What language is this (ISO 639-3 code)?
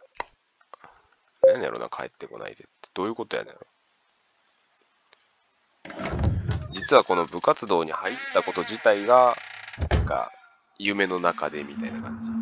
jpn